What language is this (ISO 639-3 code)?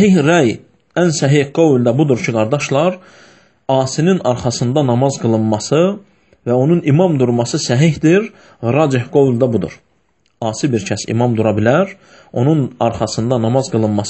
aze